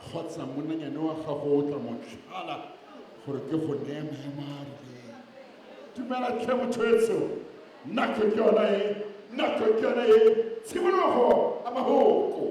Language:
Tswana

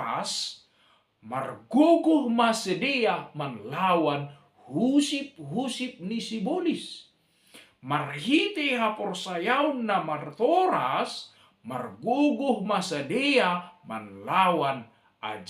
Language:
Batak Simalungun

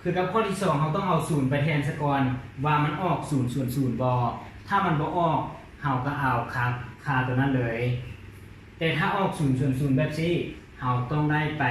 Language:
Lao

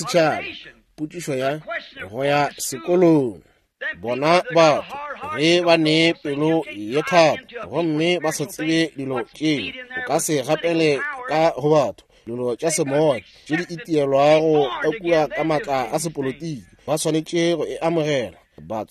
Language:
Northern Sotho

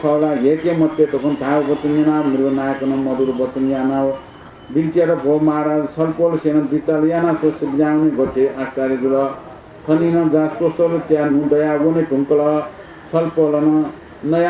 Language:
Newari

